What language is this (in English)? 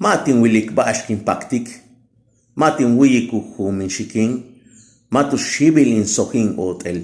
Yucateco